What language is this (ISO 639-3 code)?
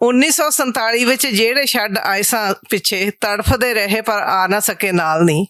lah